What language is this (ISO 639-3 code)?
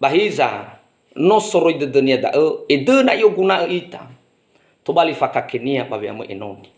nia